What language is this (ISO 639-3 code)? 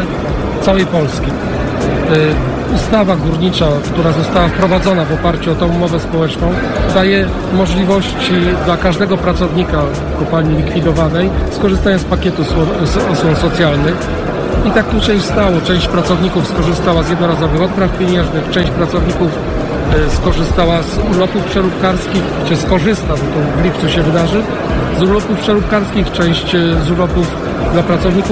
pol